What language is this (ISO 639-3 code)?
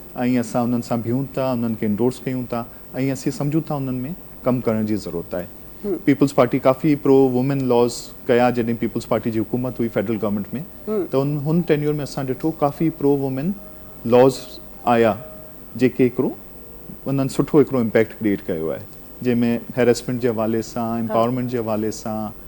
snd